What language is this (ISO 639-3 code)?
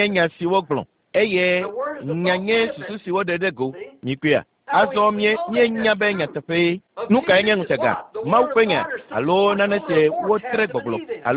ewe